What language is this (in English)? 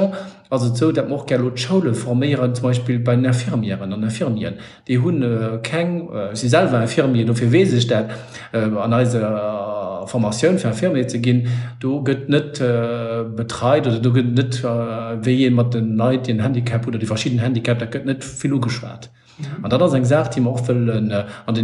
Luxembourgish